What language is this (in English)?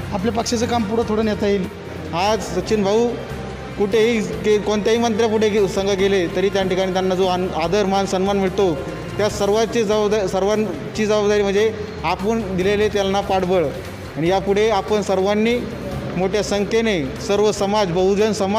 Marathi